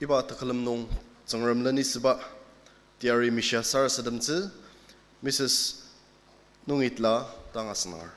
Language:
Ao Naga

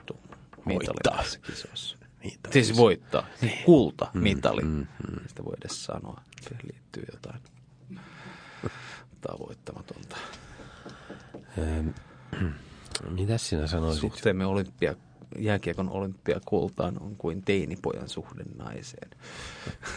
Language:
Finnish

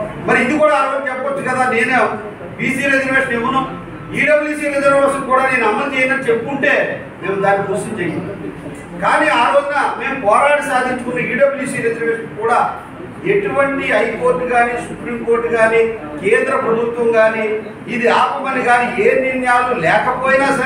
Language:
Telugu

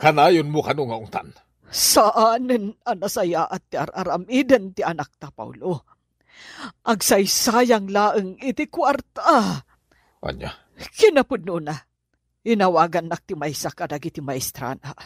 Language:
Iloko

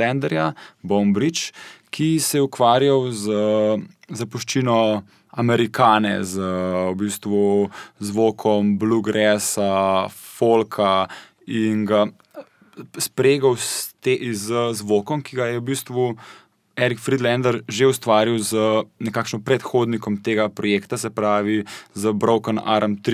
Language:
Slovenian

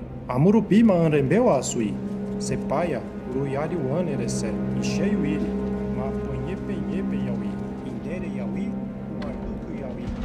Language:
Nheengatu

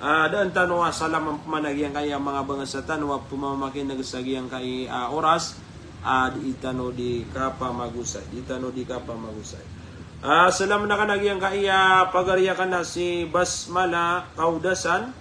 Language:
Maranao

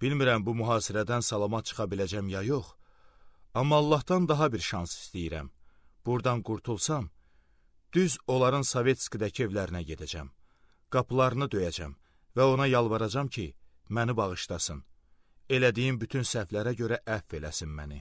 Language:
Azerbaijani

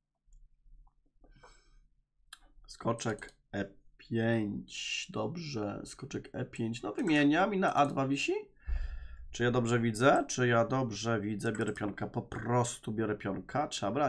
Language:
Polish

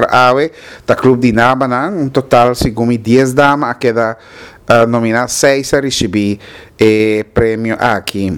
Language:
Papiamento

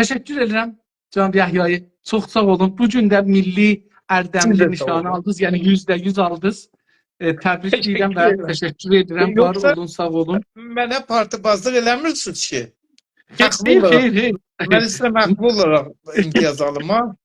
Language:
South Azerbaijani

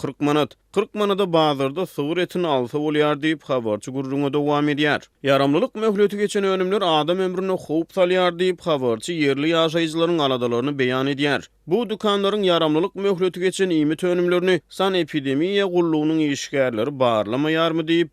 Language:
Turkmen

